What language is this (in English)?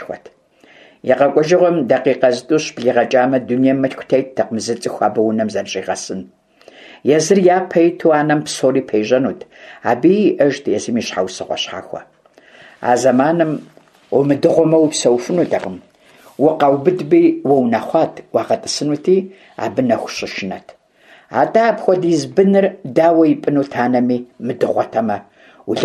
Kabardian